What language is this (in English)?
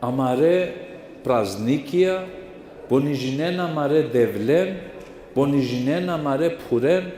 Balkan Romani